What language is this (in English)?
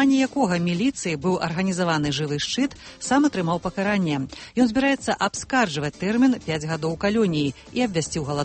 Belarusian